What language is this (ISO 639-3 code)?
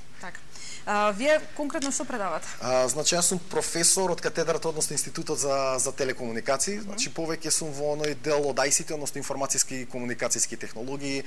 mkd